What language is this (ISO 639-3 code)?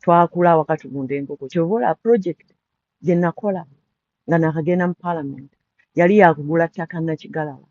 lug